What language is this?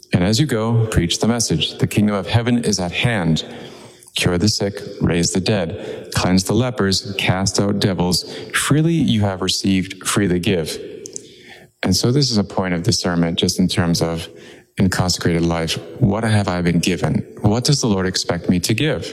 English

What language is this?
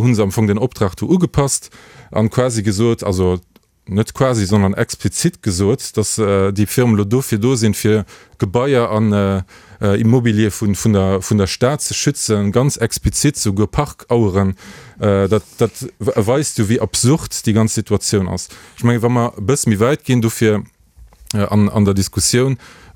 Luxembourgish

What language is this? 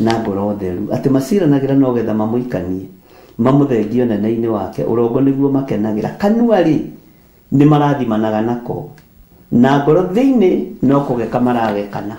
Kikuyu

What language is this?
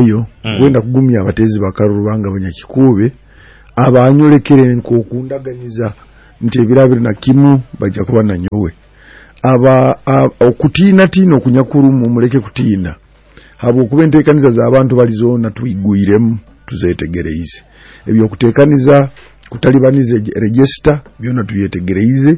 Nyoro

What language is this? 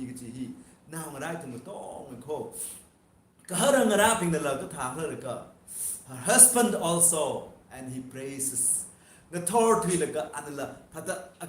Tangkhul Naga (India)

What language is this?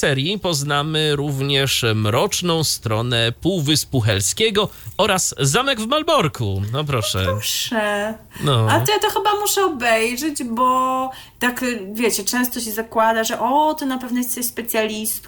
Polish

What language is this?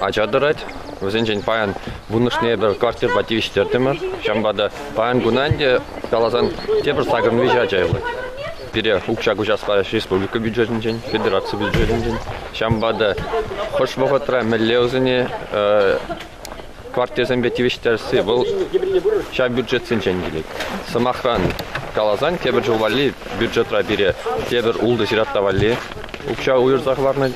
Chuvash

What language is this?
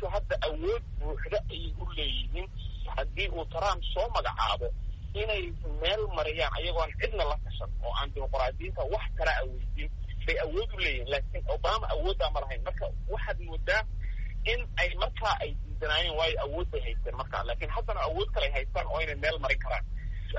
Somali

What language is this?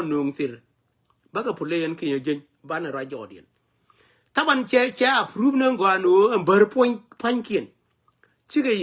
Nuer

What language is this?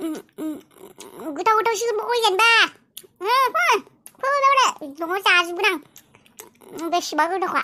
Bodo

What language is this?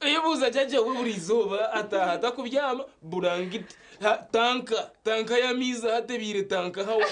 Nyankole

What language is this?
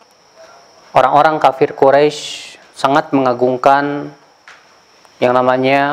Indonesian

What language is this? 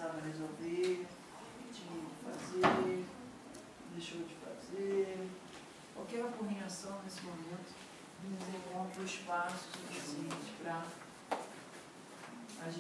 Portuguese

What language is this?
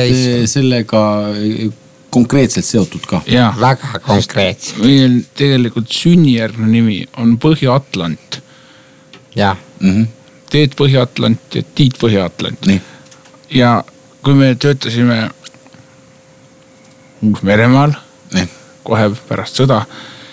Estonian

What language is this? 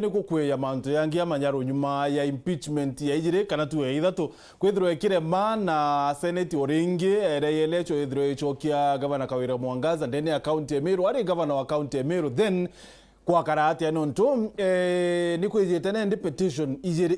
Meru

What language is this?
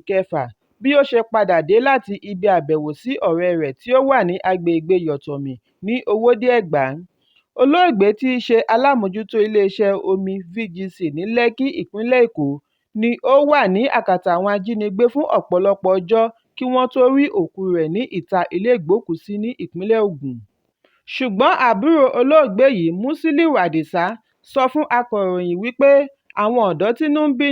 Yoruba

